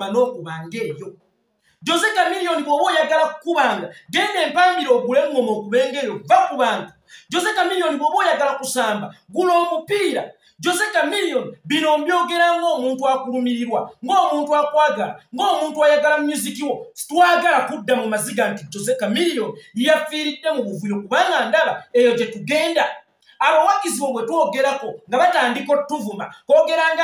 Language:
Ganda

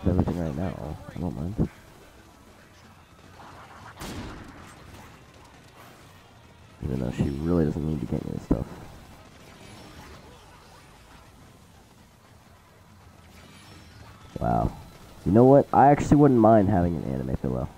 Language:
English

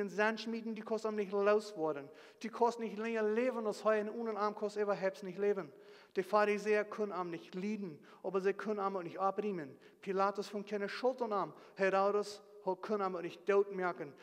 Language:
Plautdietsch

